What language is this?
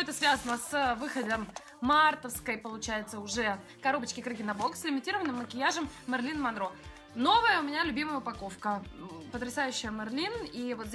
Russian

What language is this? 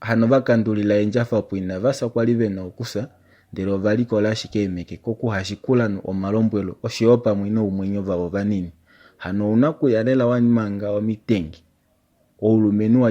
Kuanyama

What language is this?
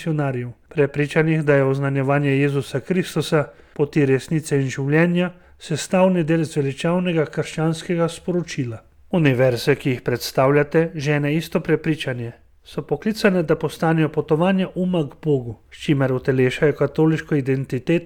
Slovenian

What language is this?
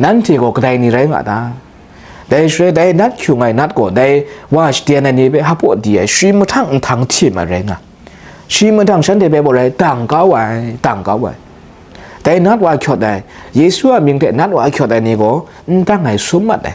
Kachin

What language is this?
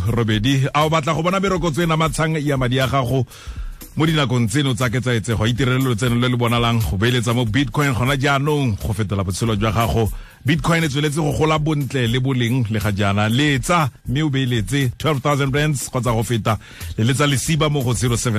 Tswana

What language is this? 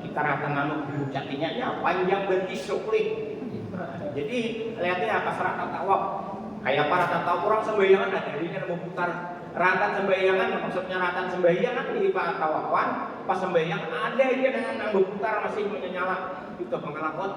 Banjar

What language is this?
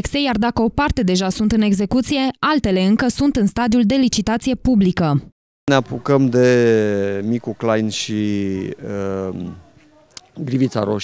Romanian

